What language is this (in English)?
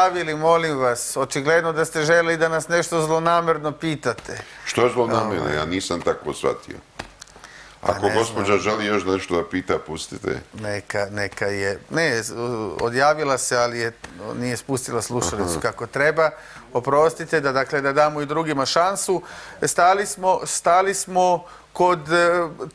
Serbian